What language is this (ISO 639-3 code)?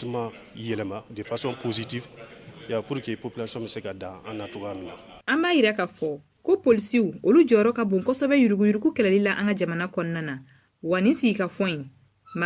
bam